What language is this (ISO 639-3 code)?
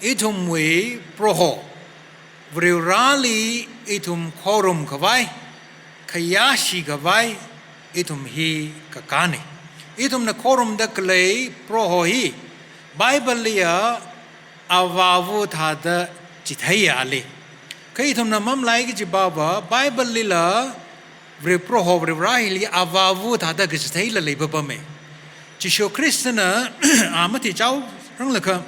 nmf